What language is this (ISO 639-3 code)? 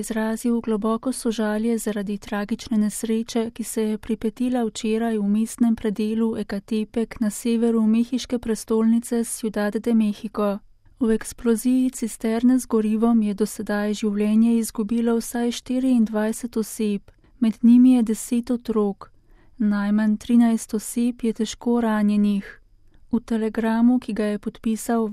slv